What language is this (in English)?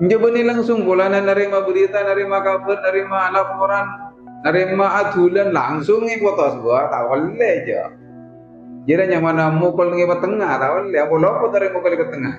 Madurese